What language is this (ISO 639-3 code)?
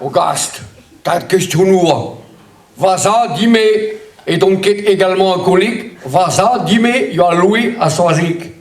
bre